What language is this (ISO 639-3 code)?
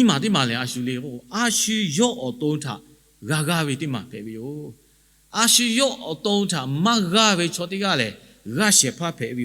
lhu